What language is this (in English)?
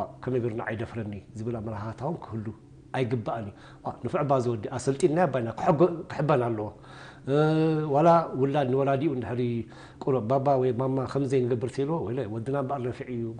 Tigrinya